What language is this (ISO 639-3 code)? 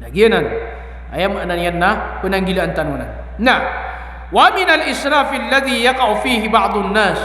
mrw